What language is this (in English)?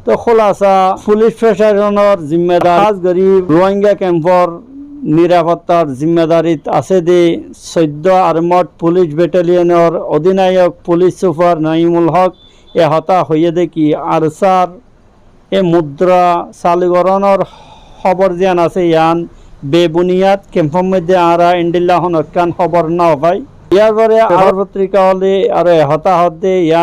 Rohingya